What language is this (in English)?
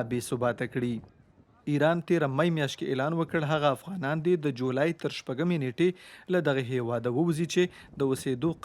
Pashto